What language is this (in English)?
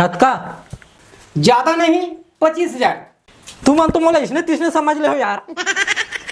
Chhattisgarhi